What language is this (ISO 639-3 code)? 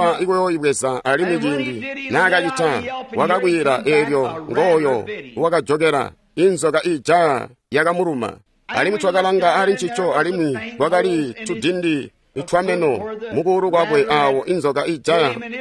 toi